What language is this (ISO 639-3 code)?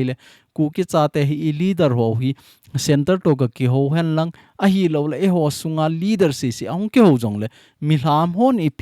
tcz